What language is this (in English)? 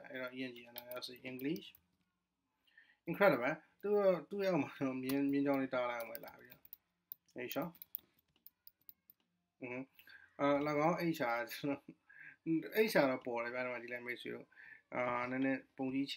Burmese